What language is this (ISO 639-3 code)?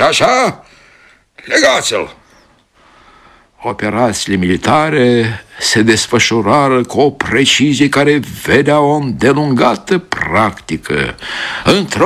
ron